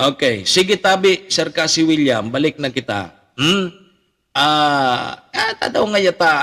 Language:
Bikol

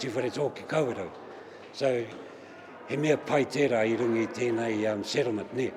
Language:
Māori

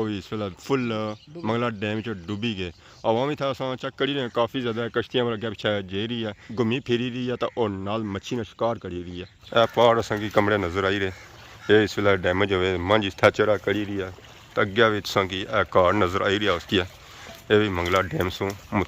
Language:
Pahari-Potwari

